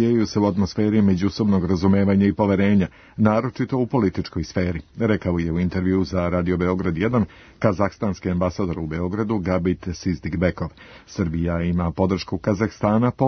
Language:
Serbian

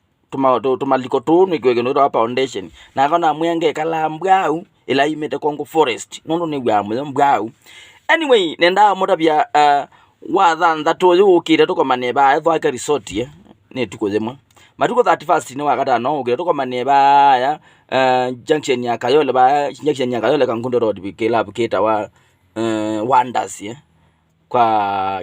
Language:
Kamba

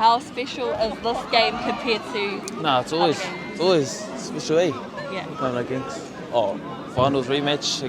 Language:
Māori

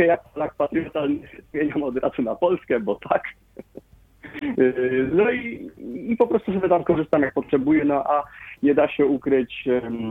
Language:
Polish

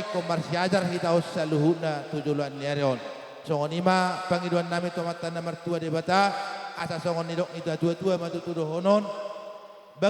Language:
Batak Toba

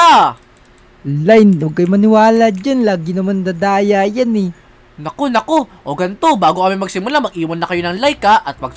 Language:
Filipino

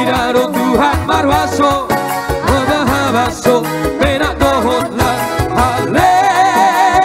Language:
Batak Toba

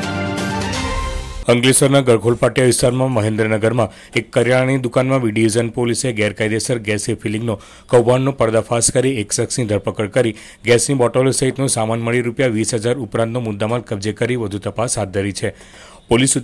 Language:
Gujarati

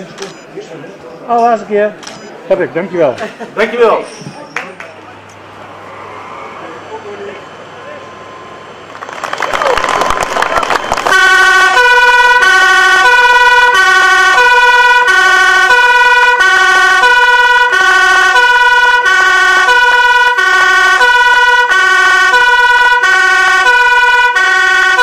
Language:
Dutch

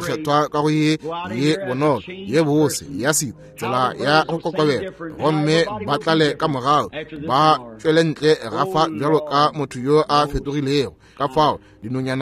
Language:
Northern Sotho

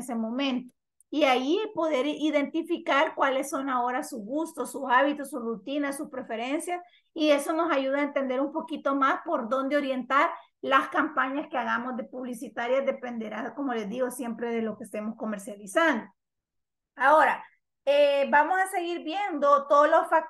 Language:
Spanish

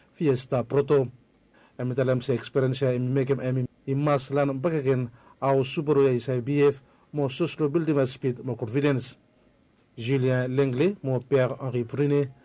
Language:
Bislama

